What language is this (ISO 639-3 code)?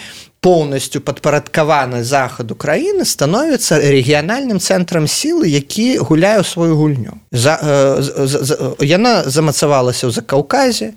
bel